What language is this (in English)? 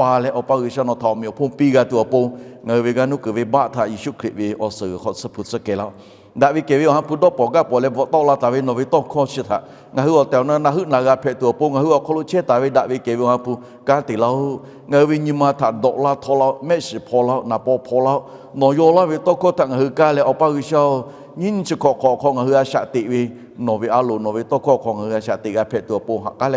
Lahu